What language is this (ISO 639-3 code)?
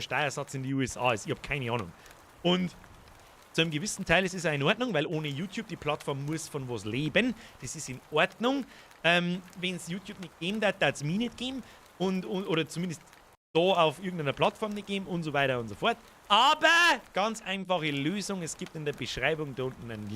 bar